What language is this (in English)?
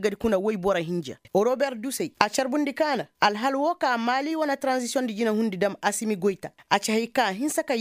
Koyraboro Senni